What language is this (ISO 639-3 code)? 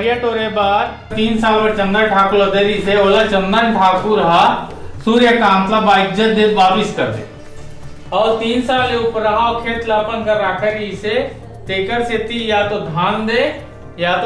hne